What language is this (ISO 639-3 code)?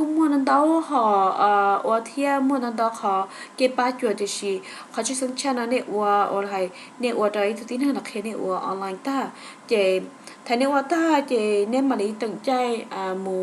hmn